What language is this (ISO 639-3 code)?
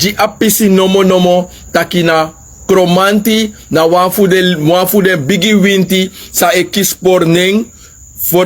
srn